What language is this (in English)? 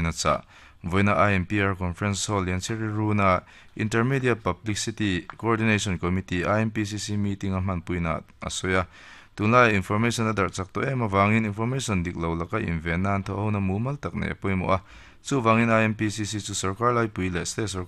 Mizo